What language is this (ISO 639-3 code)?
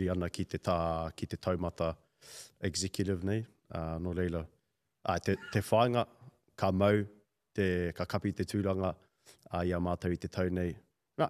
mri